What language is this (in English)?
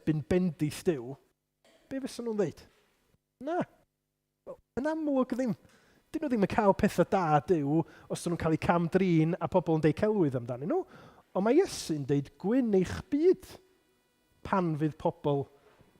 Welsh